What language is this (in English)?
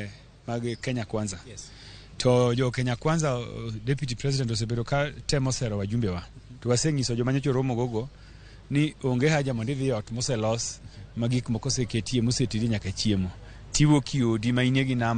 Luo (Kenya and Tanzania)